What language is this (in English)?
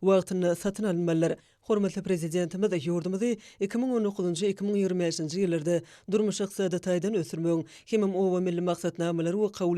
Turkmen